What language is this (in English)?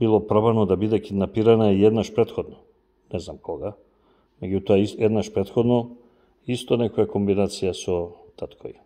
Macedonian